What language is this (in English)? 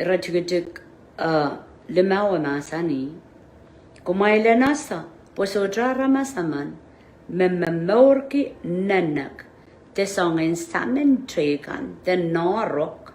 Pohnpeian